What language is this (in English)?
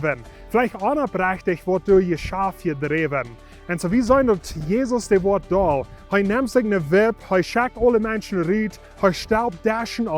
Plautdietsch